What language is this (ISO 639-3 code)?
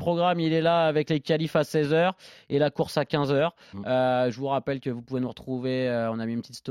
fra